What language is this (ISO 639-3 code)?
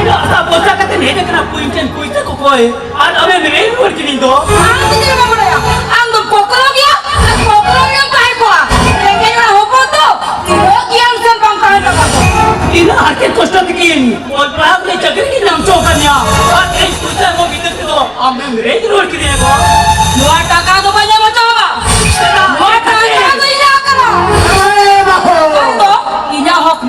sat